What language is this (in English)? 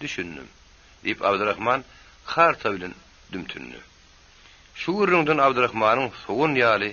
Turkmen